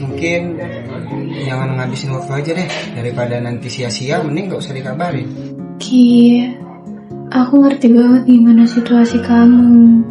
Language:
Musi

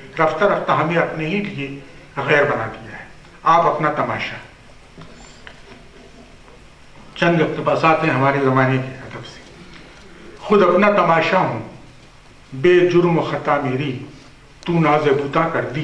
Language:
Urdu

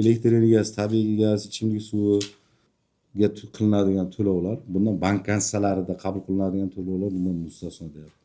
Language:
Uzbek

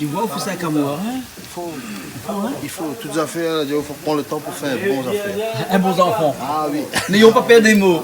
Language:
Réunion Creole French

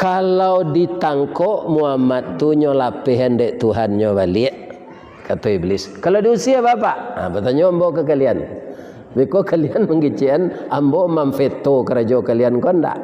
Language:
Minangkabau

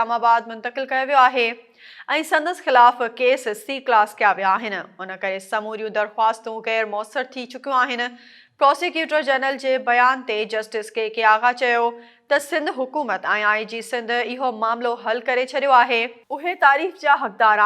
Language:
Sindhi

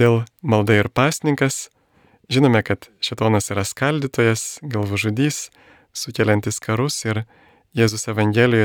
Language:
Lithuanian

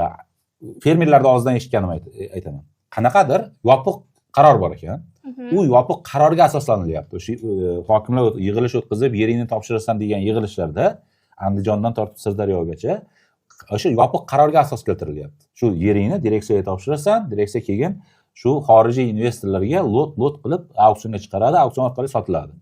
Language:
Uzbek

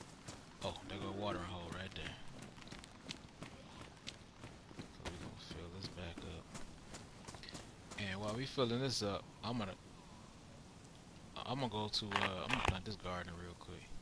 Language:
English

